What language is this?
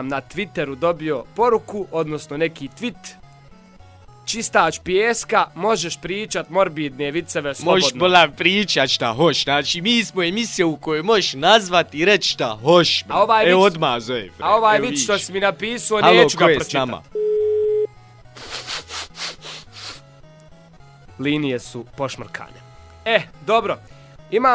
Bosnian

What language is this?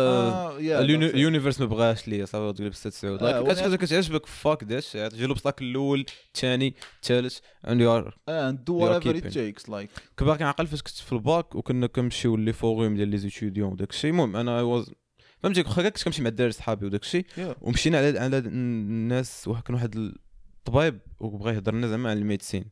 Moroccan Arabic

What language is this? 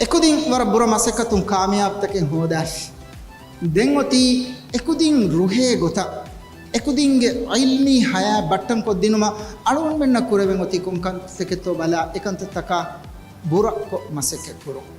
Divehi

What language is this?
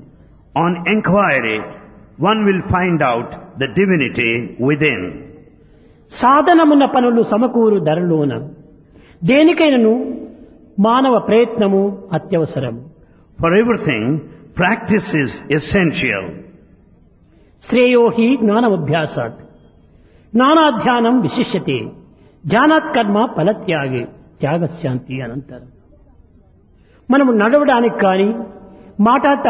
Telugu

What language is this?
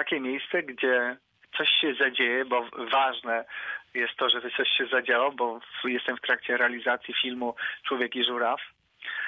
Polish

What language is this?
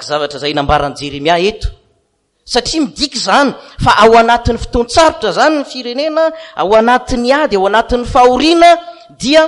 Malagasy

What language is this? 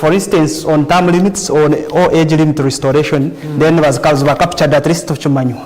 Nyankole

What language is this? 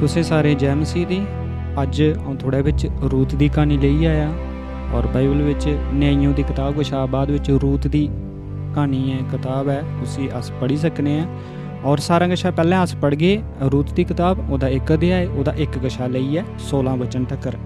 Dogri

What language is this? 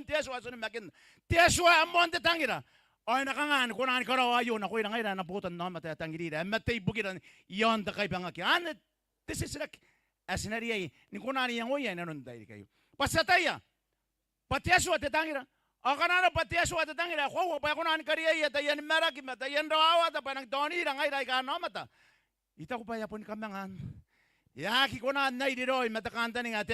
Gilbertese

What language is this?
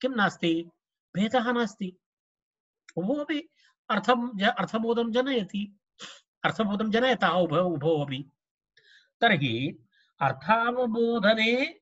Sanskrit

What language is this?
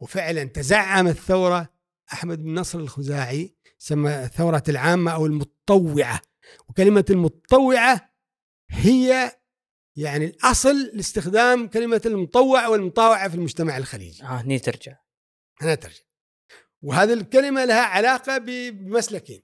Gulf Arabic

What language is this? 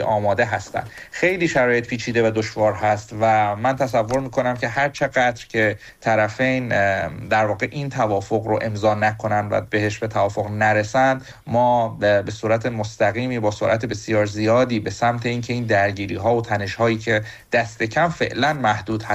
Persian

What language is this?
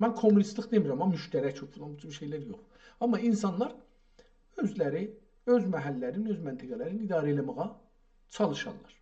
South Azerbaijani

